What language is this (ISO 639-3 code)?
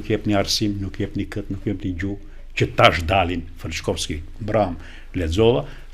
sqi